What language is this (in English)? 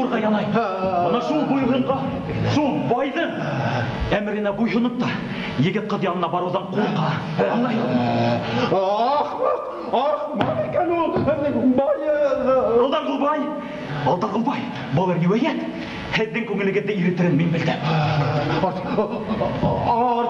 Bashkir